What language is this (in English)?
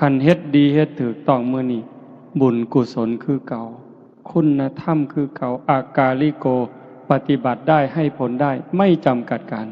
Northeastern Thai